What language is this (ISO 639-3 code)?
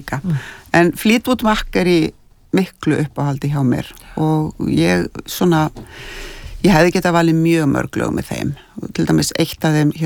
isl